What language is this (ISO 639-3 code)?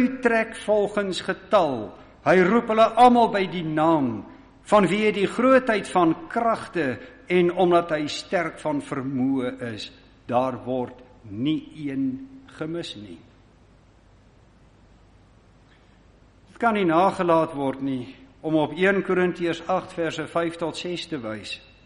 afr